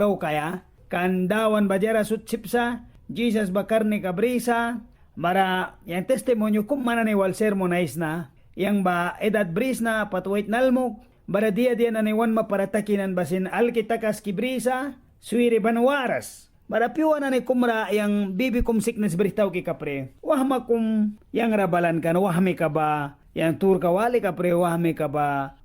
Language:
Mískito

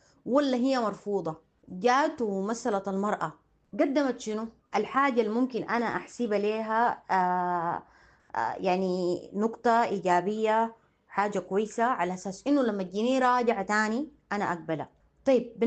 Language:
Sudanese Arabic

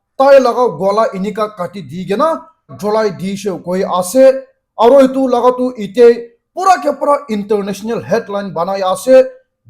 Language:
Naga Pidgin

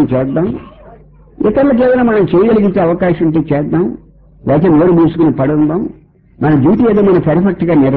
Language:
Telugu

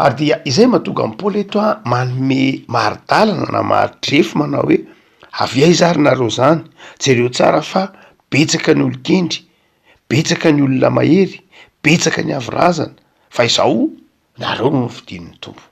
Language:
Malagasy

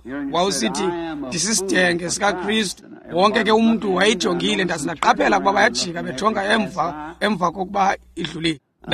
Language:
Xhosa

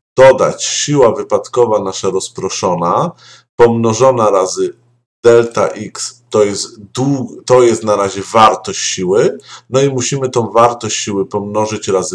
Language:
Polish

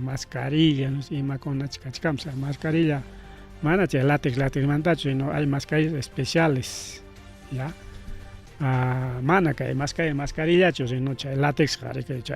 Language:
Ayacucho Quechua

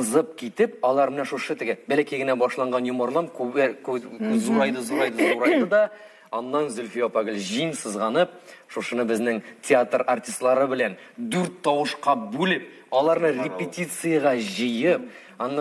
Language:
Tatar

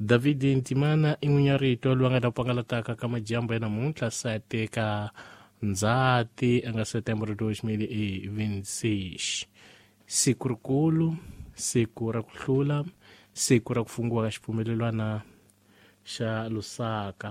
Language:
Tsonga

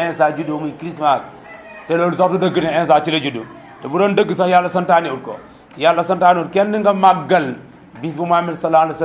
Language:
Wolof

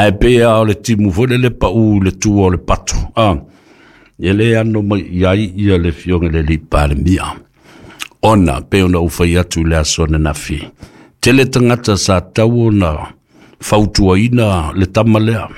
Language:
Samoan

